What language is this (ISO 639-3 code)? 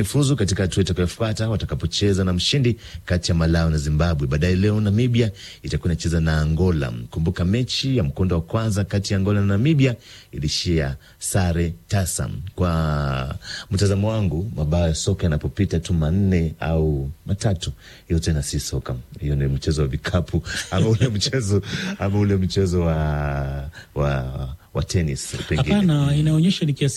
swa